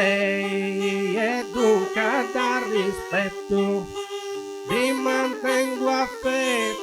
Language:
Sardinian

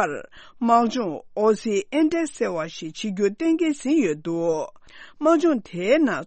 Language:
Tibetan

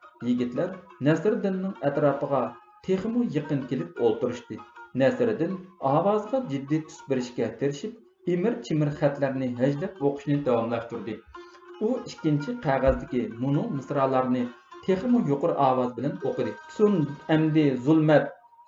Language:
Uyghur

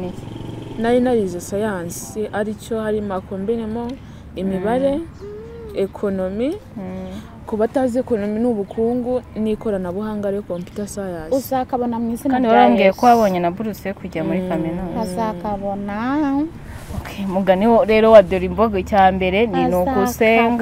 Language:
Kinyarwanda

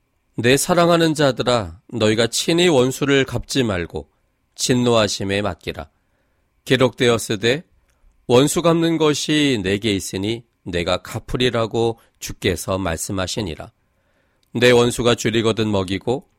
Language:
Korean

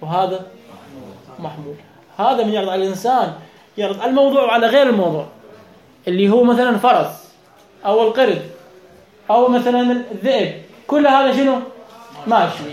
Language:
Mesopotamian Arabic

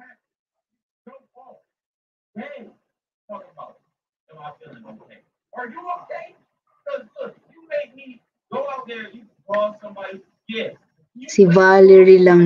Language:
Filipino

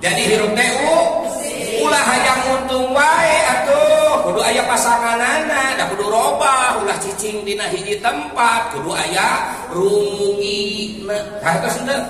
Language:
Sundanese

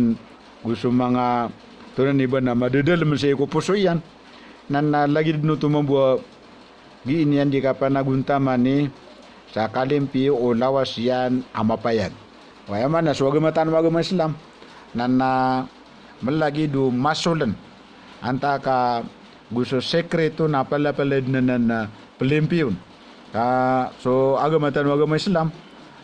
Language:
Maranao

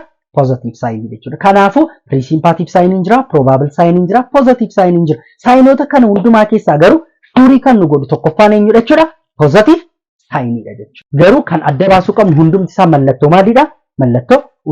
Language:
Oromo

